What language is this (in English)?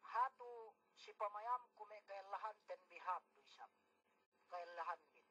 Yakan